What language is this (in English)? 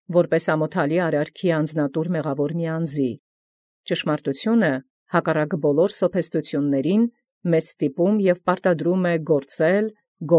Armenian